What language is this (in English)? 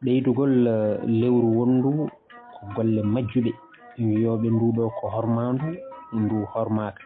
Fula